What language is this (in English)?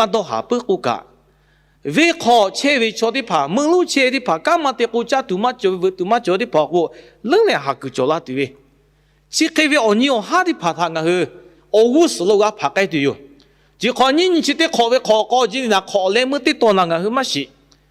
Lahu